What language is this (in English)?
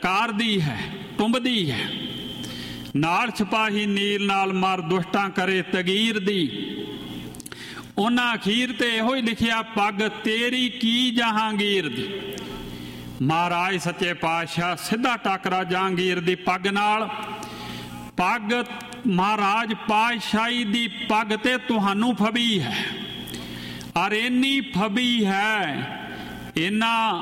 Punjabi